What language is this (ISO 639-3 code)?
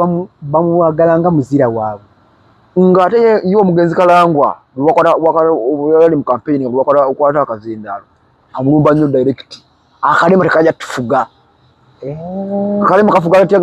lug